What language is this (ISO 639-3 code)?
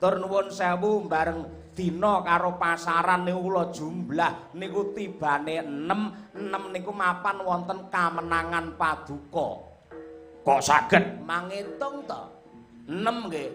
jav